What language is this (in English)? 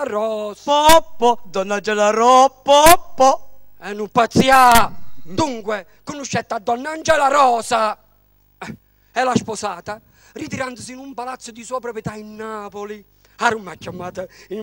Neapolitan